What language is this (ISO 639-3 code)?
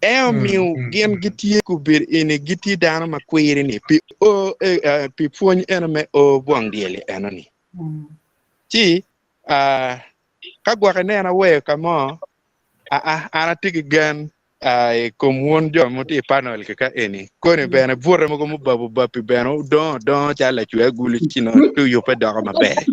ach